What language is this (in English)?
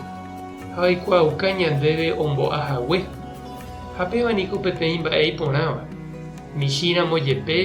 Guarani